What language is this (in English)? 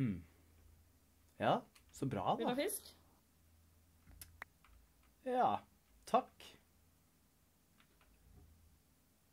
Norwegian